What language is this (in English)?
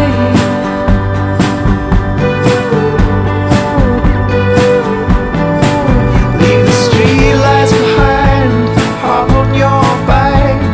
Swedish